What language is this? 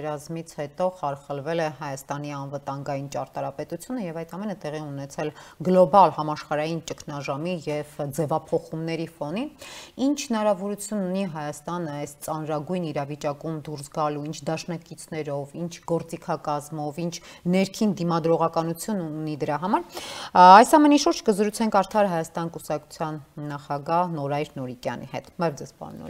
Armenian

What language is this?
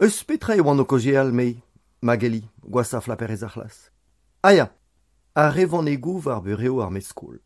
Breton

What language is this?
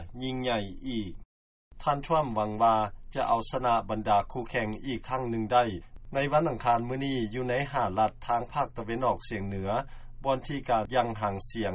Lao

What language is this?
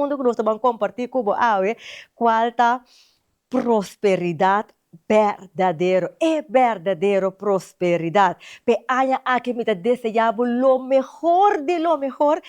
Papiamento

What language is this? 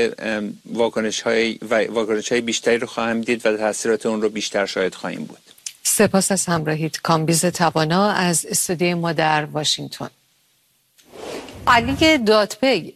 Persian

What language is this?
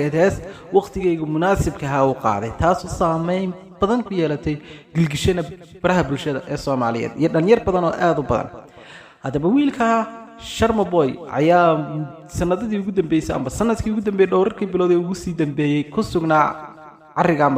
Somali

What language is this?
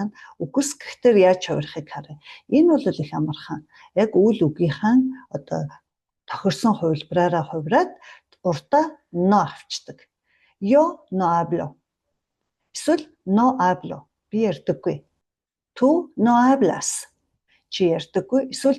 Mongolian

